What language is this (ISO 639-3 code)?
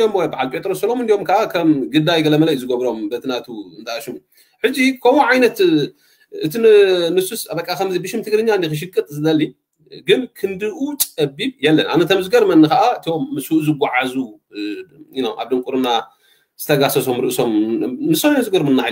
tir